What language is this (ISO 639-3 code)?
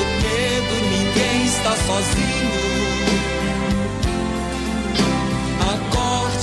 por